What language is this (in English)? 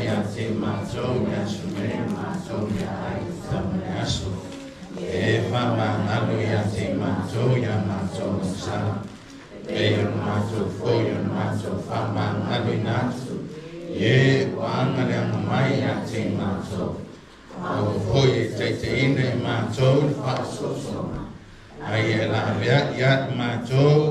Samoan